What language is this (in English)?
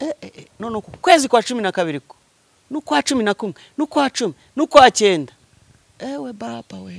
Kinyarwanda